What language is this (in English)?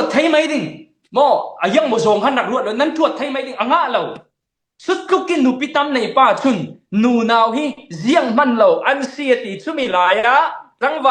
Falam Chin